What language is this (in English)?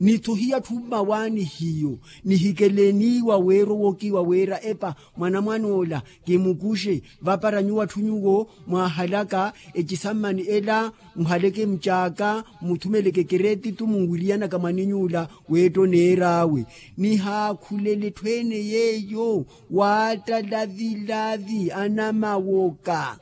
Makhuwa